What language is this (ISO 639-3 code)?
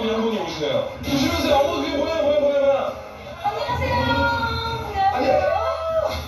kor